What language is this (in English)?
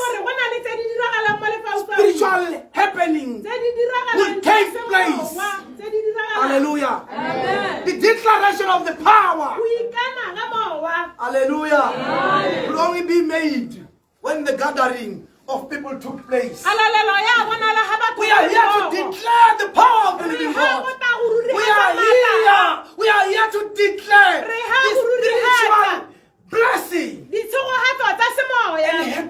Tswana